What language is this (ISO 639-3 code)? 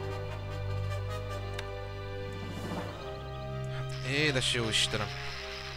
hun